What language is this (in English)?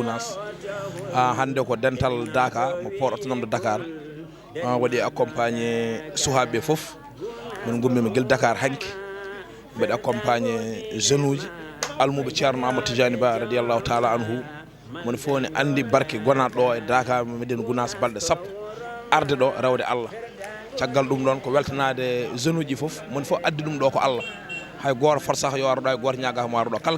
Fula